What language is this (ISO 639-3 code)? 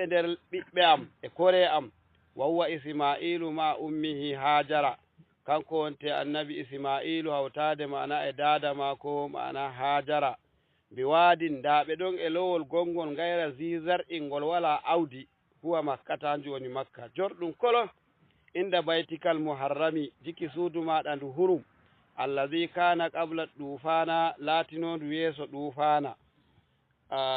ful